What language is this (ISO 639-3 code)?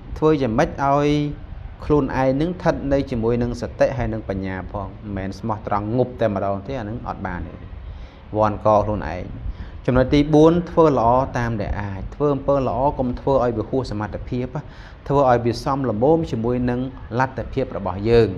khm